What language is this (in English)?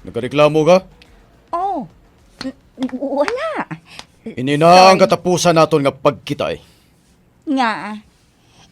Hiligaynon